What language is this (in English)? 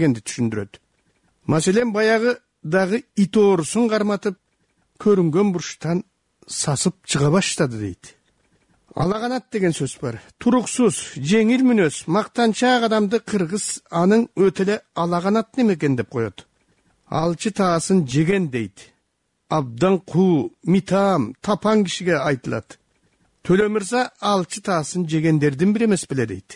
Kyrgyz